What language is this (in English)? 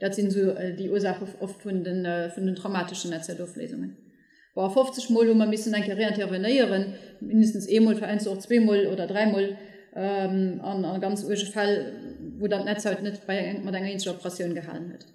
Luxembourgish